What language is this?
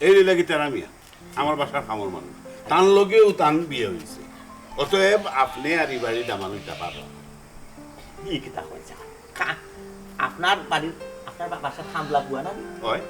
Sylheti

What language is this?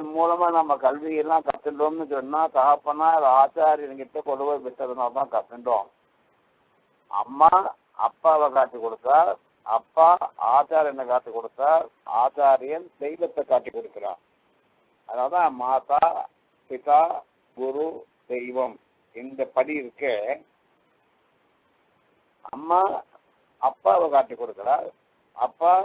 Tamil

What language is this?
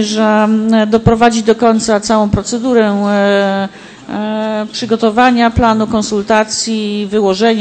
Polish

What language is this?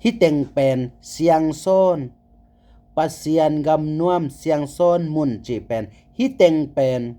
Tedim Chin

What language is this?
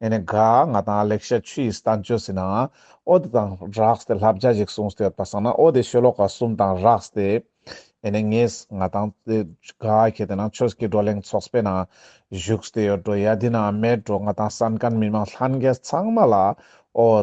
Ladakhi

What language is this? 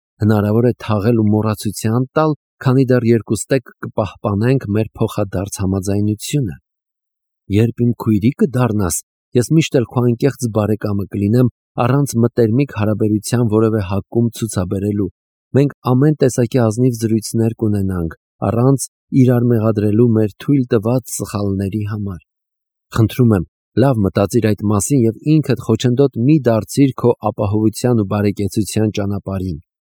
Armenian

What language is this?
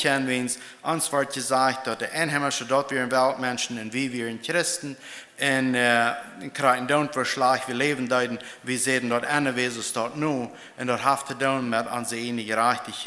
Plautdietsch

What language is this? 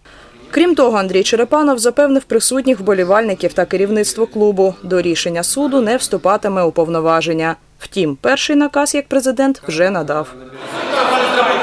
Ukrainian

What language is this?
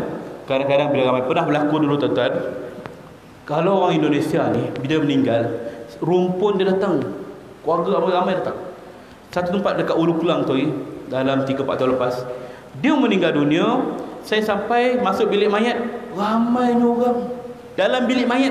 Malay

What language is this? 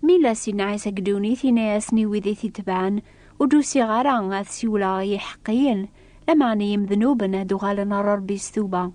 Kabyle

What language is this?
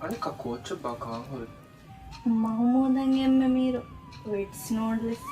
Divehi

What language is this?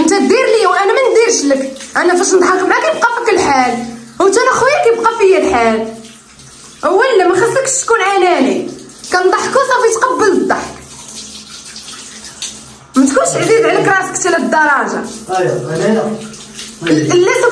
Moroccan Arabic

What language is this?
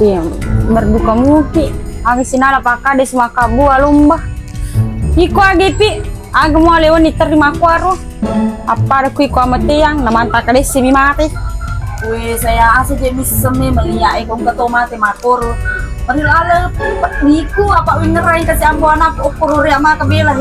Buginese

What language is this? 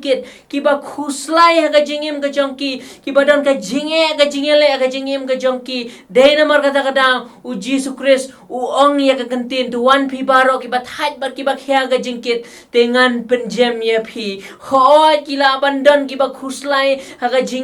Khasi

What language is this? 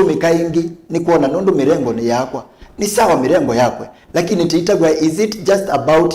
Kamba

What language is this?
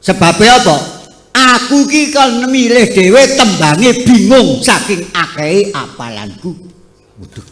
Javanese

